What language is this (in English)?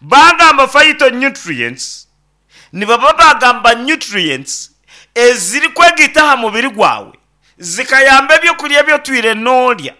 Nyankole